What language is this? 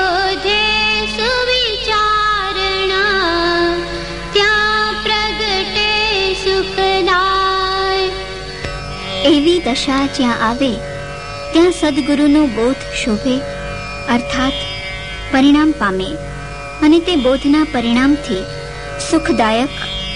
Gujarati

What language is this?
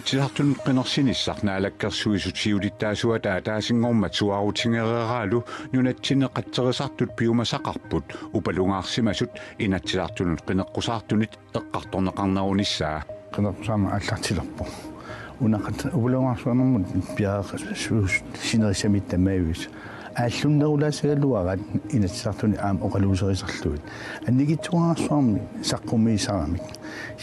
Kalaallisut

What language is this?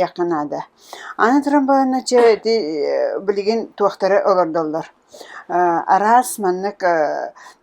Yakut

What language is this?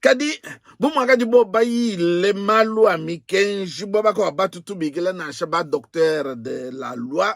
Luba-Lulua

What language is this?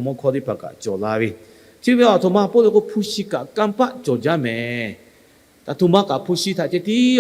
Lahu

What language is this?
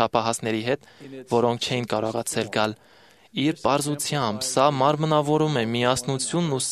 Armenian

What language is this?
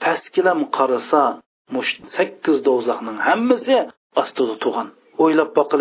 Uyghur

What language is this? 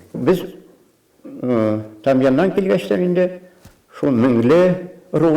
Bashkir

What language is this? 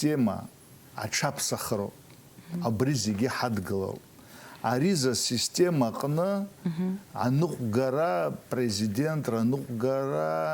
Abkhazian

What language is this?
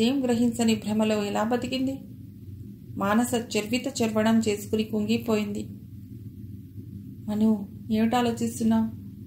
Telugu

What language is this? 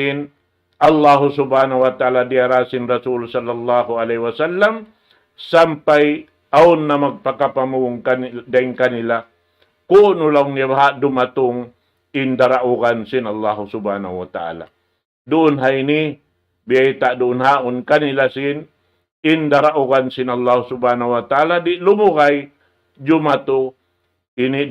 Tausug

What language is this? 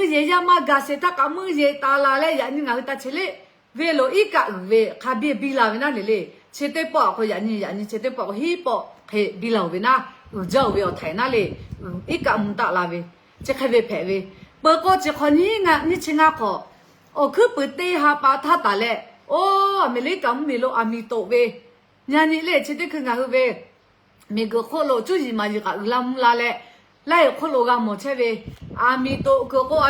Lahu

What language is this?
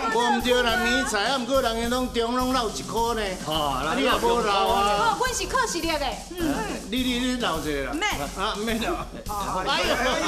Min Nan Chinese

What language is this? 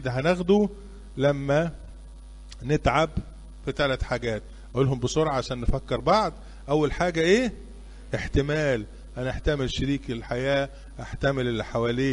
Egyptian Arabic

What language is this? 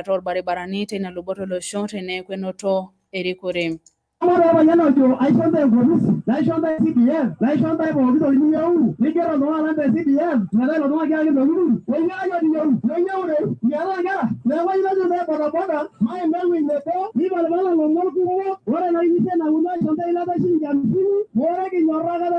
Masai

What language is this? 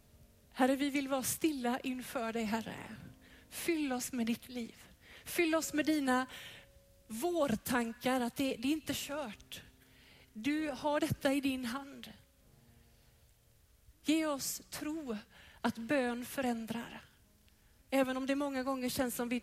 Swedish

